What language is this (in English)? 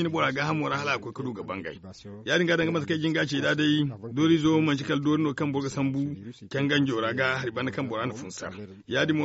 Zarma